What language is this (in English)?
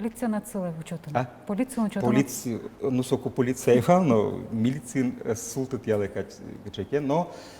Udmurt